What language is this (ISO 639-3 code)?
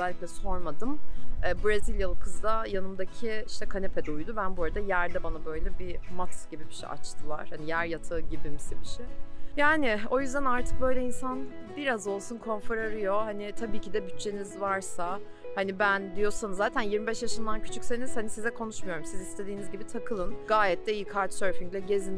tur